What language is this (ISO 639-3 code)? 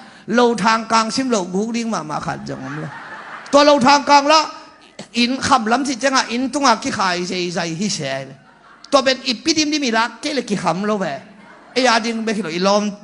ctd